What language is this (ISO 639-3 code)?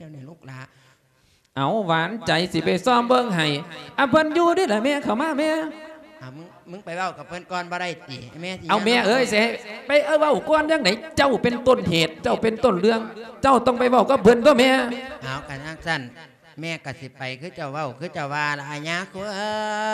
lao